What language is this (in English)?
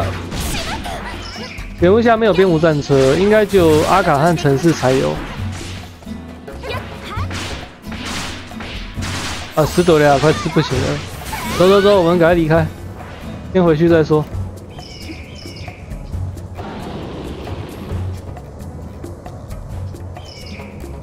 Chinese